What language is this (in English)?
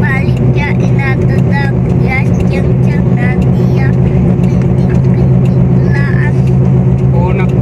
Cebuano